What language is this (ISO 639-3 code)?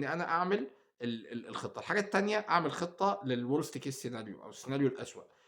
arz